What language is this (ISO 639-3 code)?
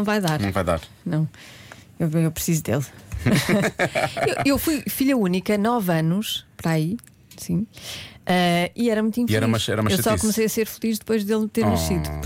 por